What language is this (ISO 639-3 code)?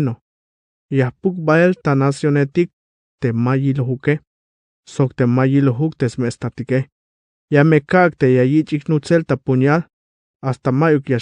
tzh